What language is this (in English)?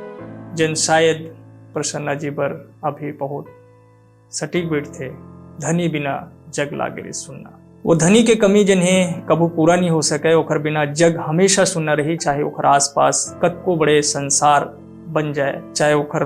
Chhattisgarhi